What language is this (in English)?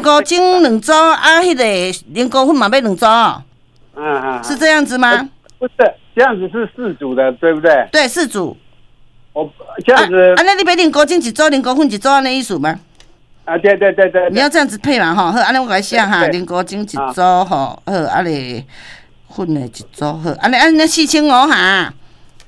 Min Nan Chinese